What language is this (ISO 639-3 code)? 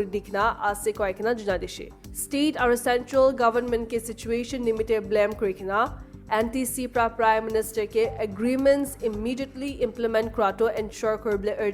nag